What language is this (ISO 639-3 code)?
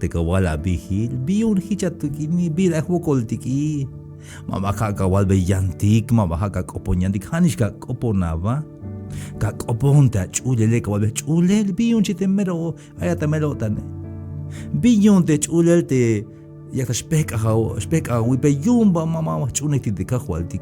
tzh